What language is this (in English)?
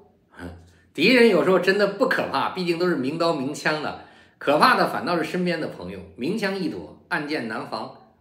Chinese